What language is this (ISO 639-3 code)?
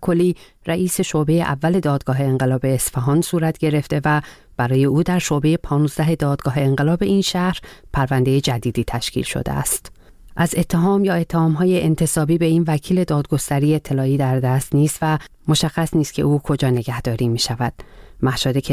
fas